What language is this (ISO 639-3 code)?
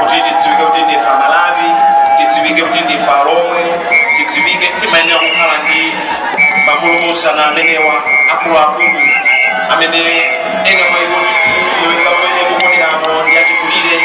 nya